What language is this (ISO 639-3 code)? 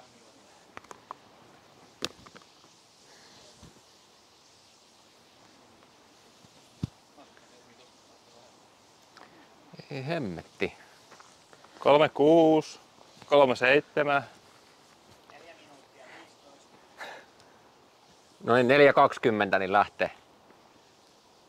fin